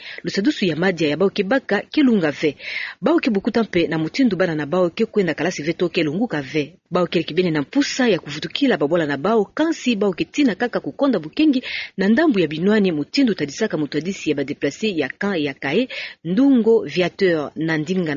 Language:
Kituba (Democratic Republic of Congo)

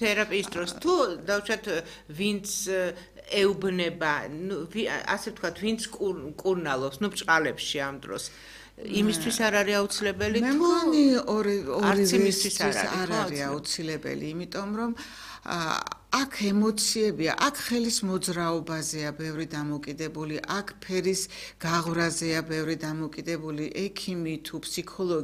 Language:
Georgian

